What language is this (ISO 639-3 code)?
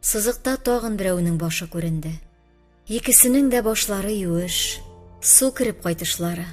tat